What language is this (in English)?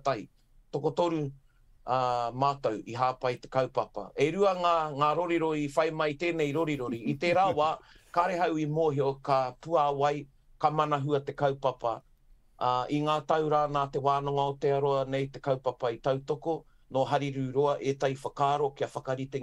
Māori